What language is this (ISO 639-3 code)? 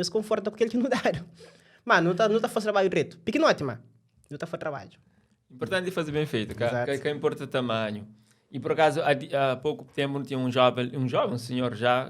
kea